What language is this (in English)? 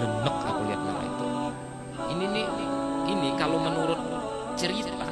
Banjar